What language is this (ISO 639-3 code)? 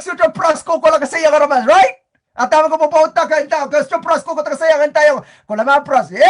pon